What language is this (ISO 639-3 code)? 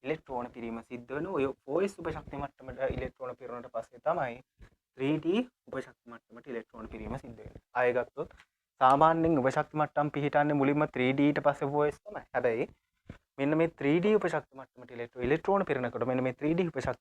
sin